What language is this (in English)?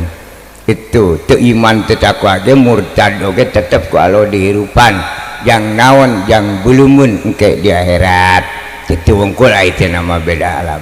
Sundanese